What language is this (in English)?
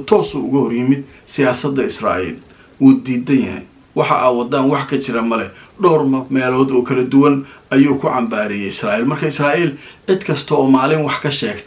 Somali